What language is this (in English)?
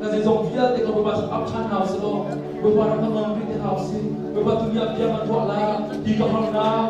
Hakha Chin